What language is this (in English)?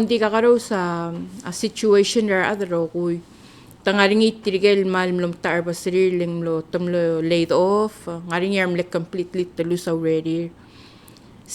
Palauan